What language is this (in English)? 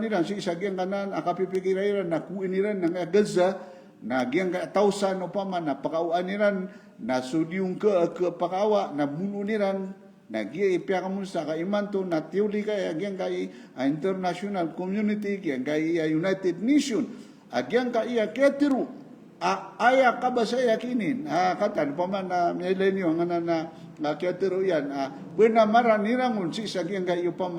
Maranao